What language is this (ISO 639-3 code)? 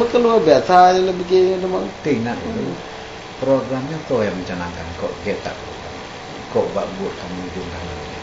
ace